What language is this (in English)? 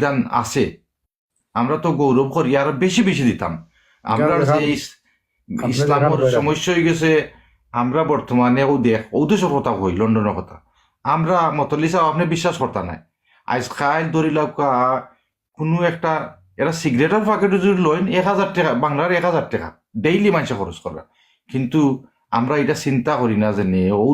Sylheti